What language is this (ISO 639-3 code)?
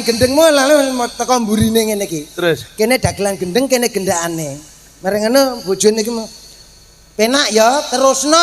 jav